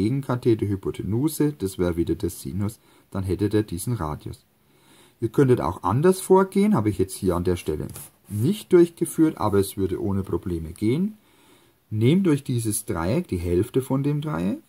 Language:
German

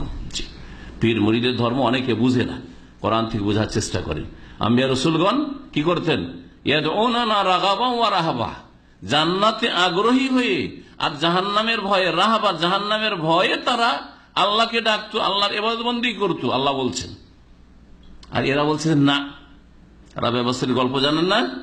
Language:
Bangla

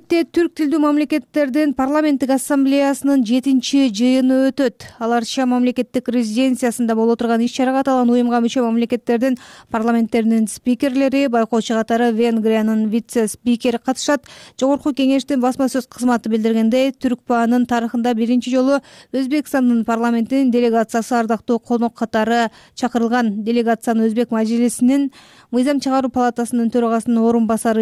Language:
Kyrgyz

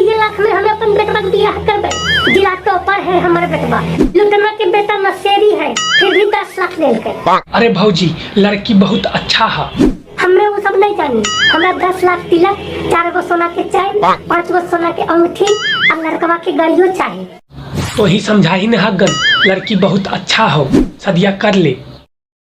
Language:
Magahi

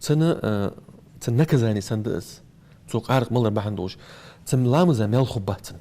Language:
Ingush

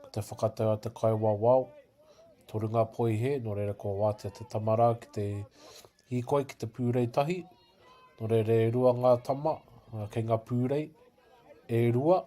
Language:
Māori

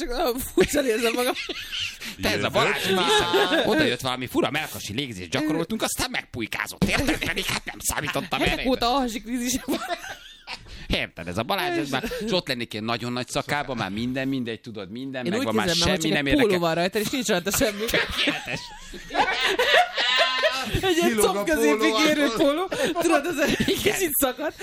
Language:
Hungarian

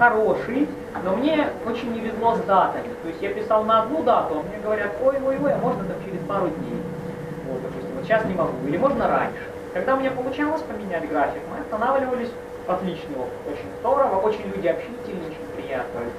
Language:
Russian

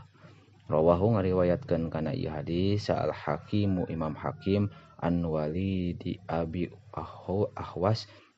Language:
Sundanese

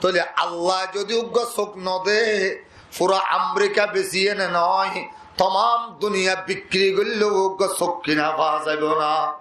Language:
Rohingya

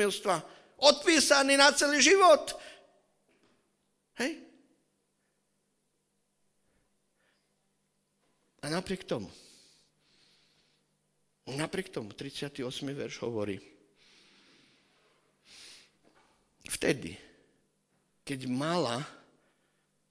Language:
Slovak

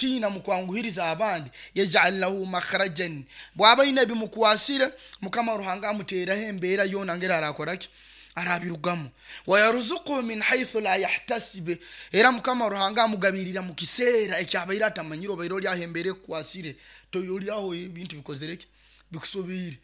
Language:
Nyoro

